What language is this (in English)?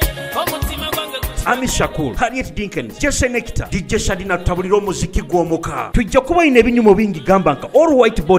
Nyoro